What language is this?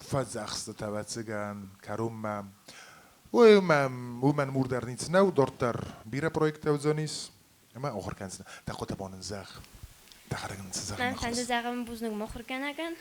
Ossetic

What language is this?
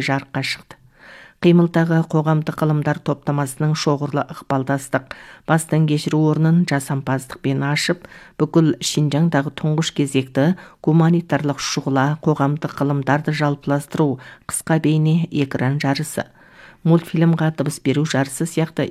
Kazakh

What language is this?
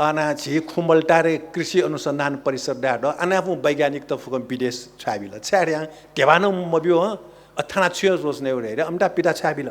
Newari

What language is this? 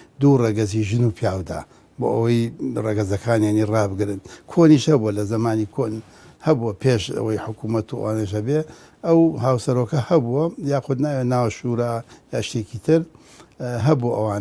Central Kurdish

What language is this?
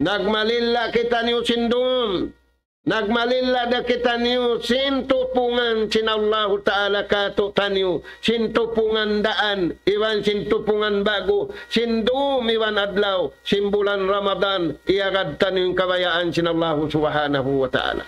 Tausug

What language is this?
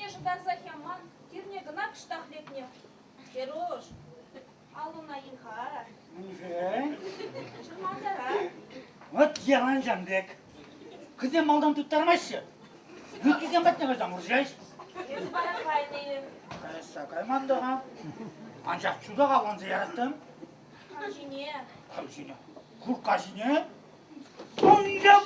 Chuvash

